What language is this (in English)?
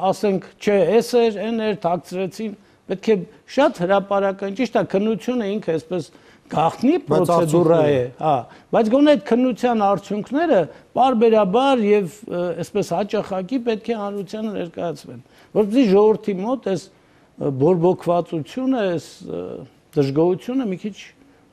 Armenian